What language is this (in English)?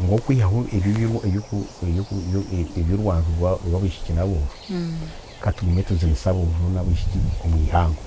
Nyankole